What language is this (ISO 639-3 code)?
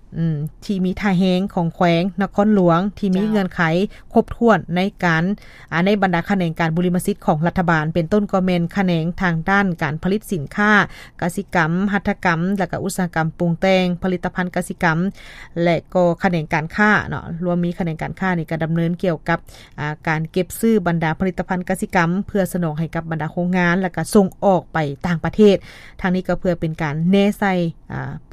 lao